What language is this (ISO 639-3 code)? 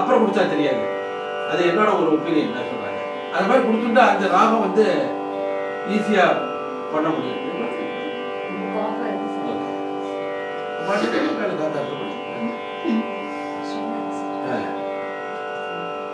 tam